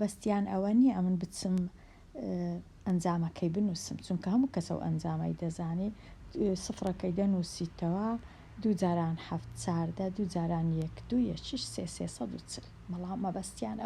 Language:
Central Kurdish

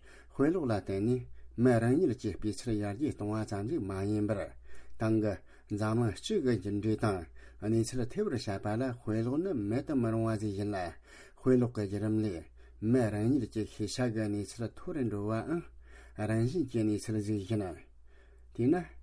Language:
Tibetan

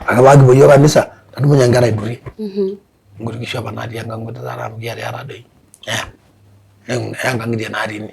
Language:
Masai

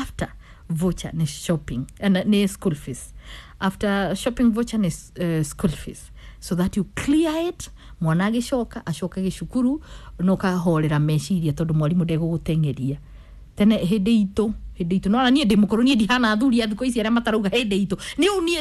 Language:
Kikuyu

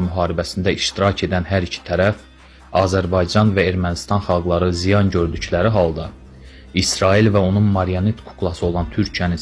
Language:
Azerbaijani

